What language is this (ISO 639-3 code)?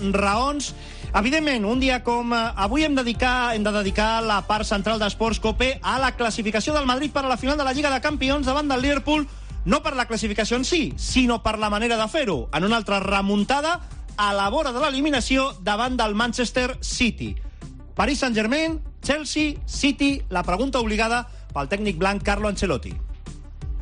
cat